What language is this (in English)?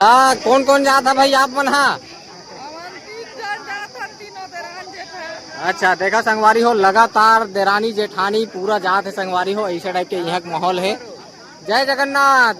Chhattisgarhi